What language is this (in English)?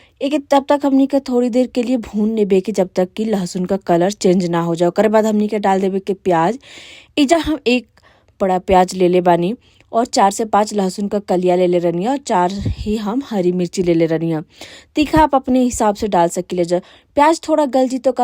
Bhojpuri